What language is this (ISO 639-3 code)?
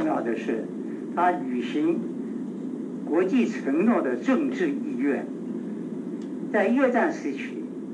zho